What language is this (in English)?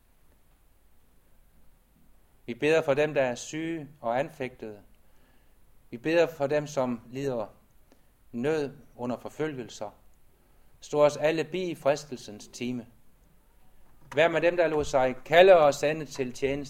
Danish